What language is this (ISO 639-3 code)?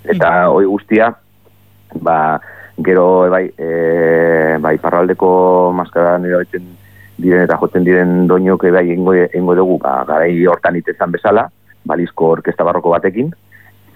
eus